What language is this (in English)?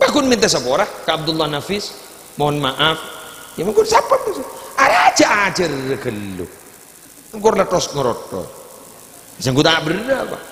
Madurese